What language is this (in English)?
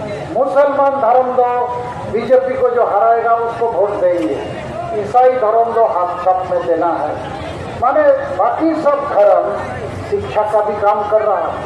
Santali